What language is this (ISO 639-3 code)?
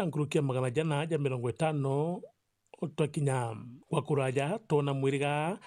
mer